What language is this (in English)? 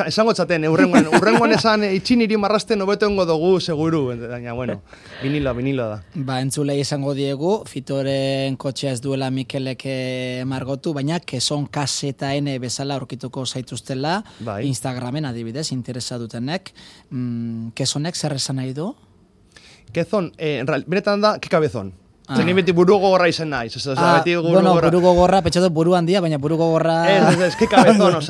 Basque